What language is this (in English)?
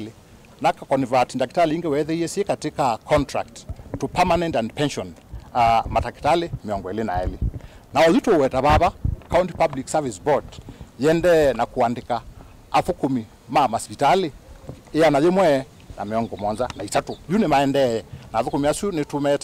Kamba